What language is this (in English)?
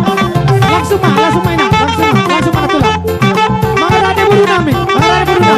Batak Toba